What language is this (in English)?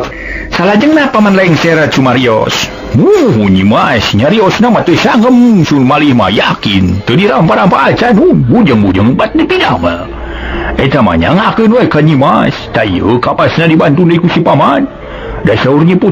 Sundanese